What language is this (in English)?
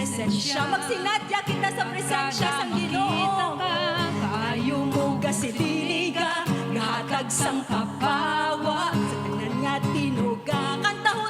Hiligaynon